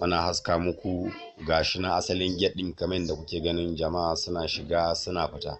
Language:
Hausa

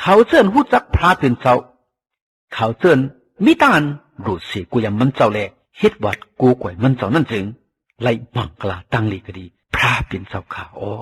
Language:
Shan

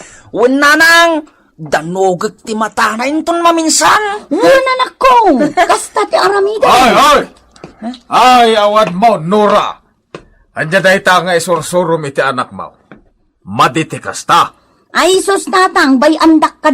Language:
Iloko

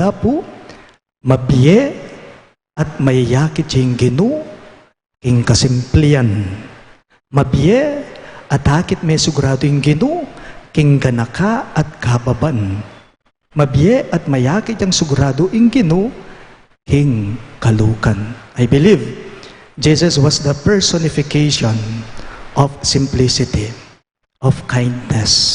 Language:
Pampanga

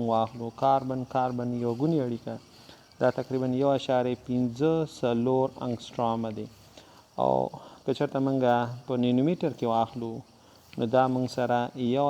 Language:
Pashto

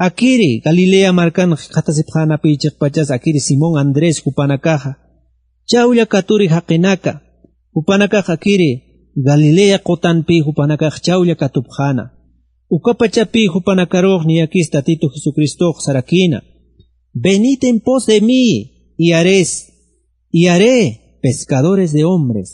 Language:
Aymara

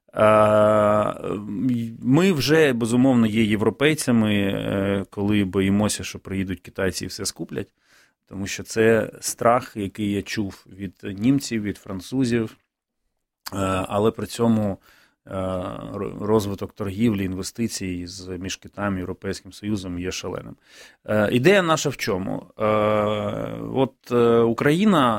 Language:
Ukrainian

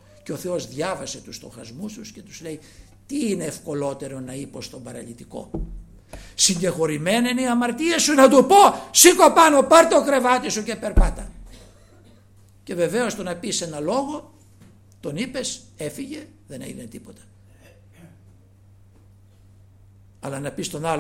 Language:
Greek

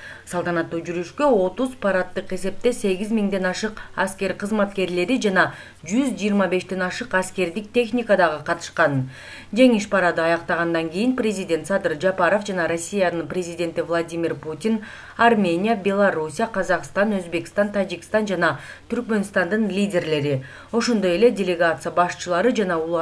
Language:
Kyrgyz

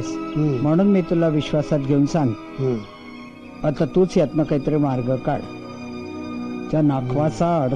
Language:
Marathi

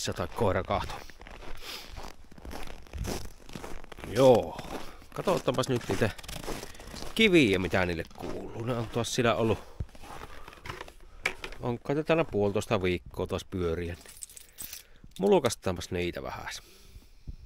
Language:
Finnish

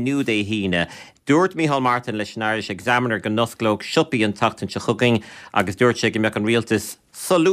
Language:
Irish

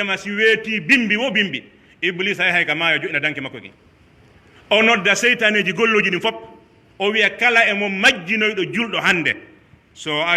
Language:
Pular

